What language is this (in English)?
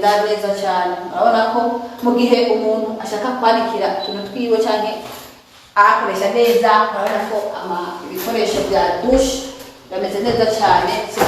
Rundi